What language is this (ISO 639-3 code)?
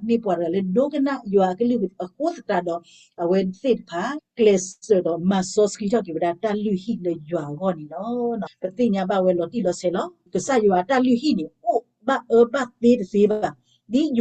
ksw